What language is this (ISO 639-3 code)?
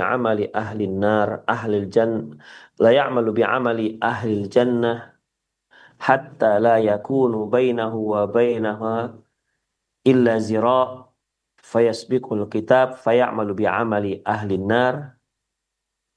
ind